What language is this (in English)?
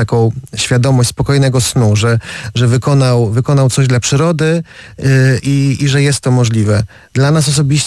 Polish